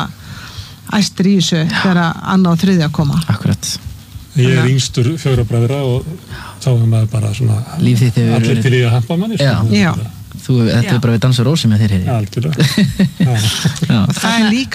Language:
Icelandic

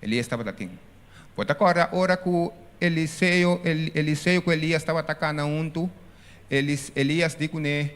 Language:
Papiamento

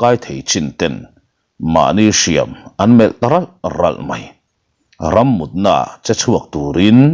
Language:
Mizo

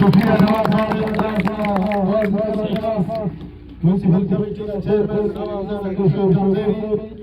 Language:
Brahui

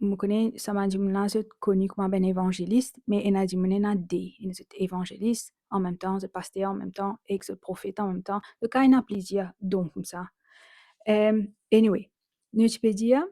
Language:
Morisyen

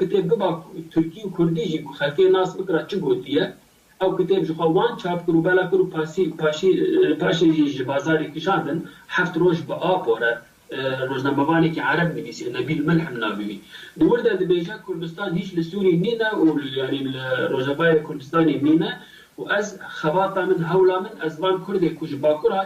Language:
Kurdish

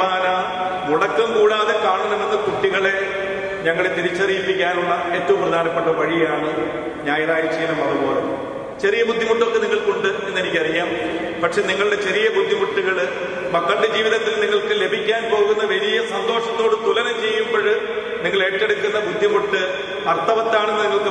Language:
Malayalam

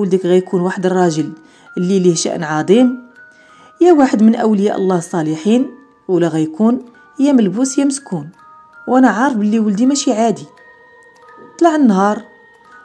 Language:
Moroccan Arabic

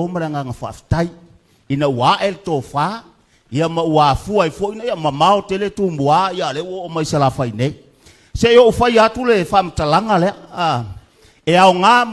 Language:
Samoan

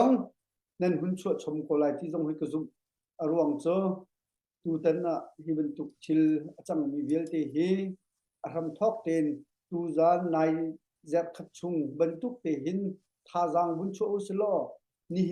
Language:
Hakha Chin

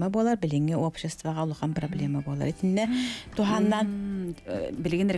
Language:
Yakut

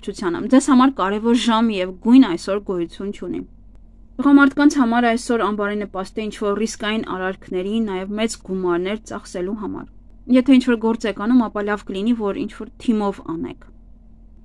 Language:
Armenian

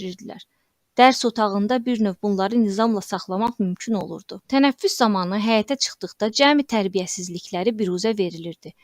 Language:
Azerbaijani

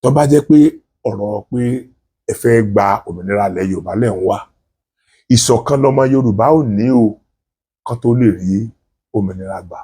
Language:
Yoruba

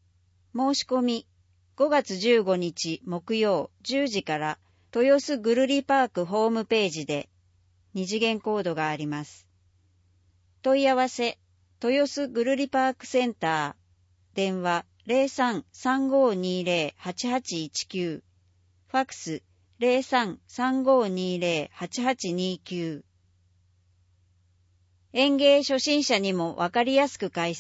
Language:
Japanese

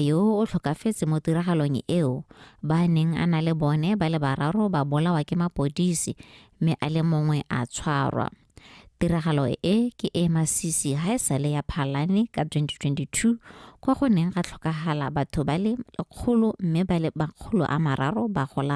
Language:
Tswana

